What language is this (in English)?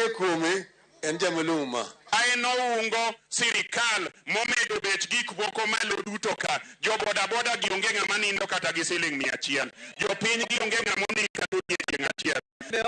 Luo (Kenya and Tanzania)